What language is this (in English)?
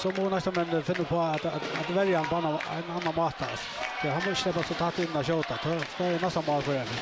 Faroese